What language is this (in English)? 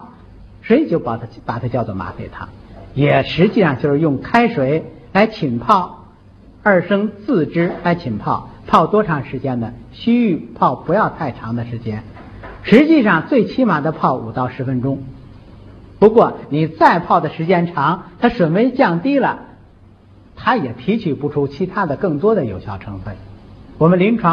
Chinese